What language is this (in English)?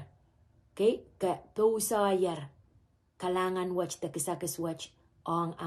Pohnpeian